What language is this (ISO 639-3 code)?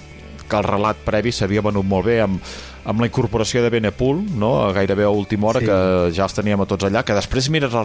cat